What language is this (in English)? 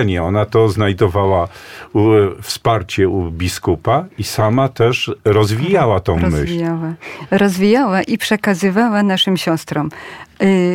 Polish